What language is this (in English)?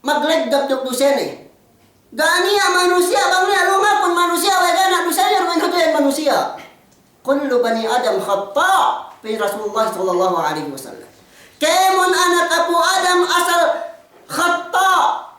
Yakan